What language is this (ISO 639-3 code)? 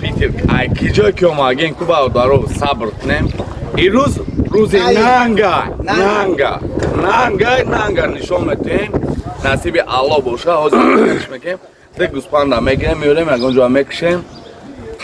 tgk